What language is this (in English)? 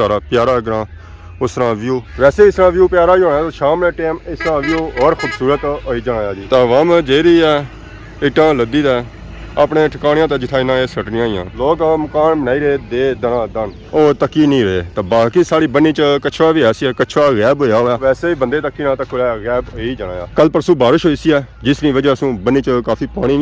Pahari-Potwari